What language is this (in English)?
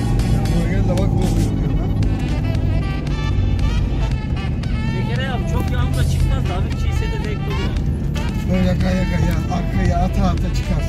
Turkish